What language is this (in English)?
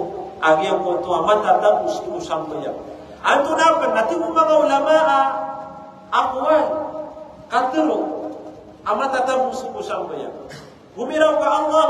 Maranao